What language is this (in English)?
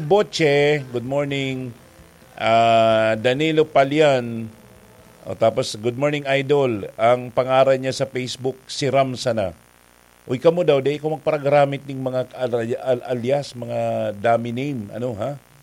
Bikol